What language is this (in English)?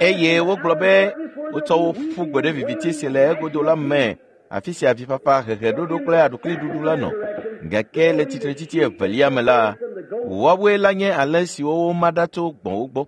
Ewe